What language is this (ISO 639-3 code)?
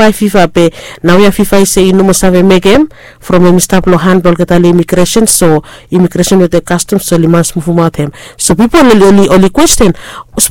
bis